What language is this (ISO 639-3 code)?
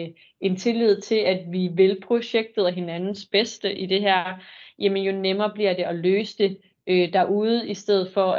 dan